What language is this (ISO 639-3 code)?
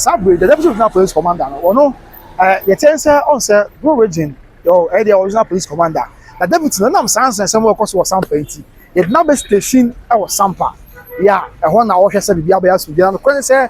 aka